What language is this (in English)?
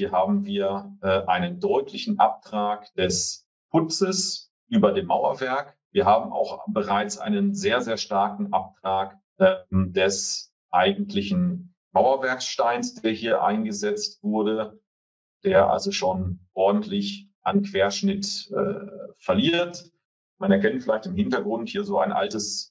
German